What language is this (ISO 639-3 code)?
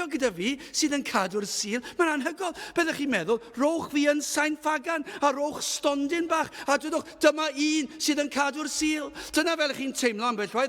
cym